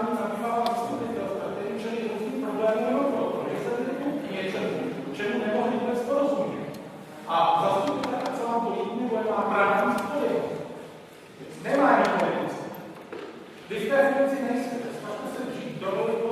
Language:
Czech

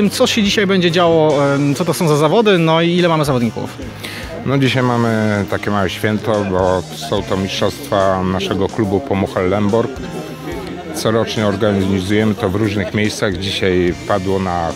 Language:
Polish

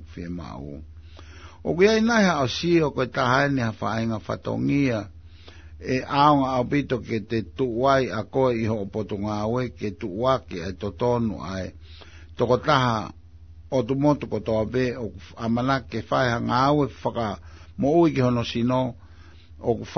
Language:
Tongan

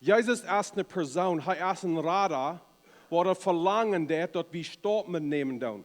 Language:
Plautdietsch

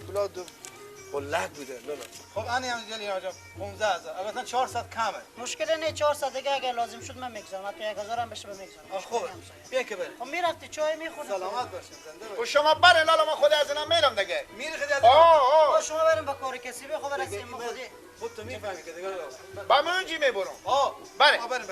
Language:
Persian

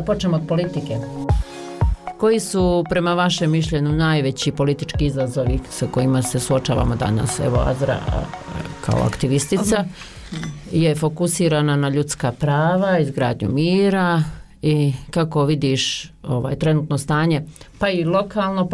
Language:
Bosnian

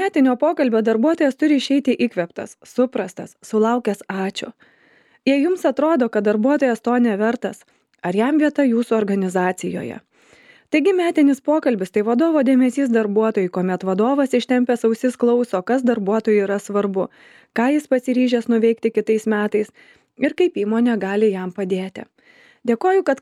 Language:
Lithuanian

